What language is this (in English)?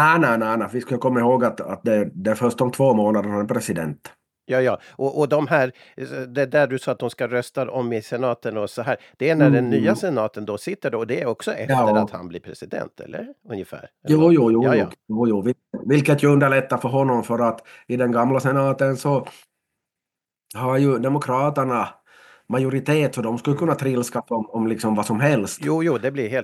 Swedish